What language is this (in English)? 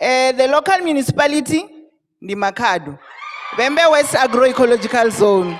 Venda